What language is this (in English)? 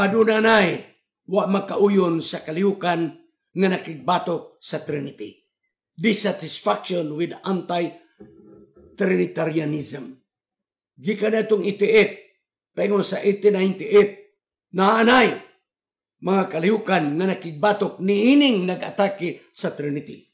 Cebuano